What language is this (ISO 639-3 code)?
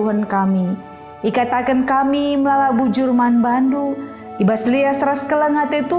btx